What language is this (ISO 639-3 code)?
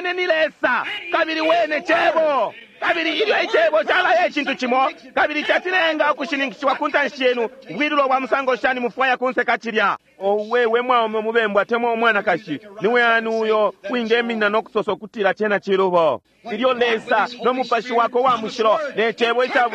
bem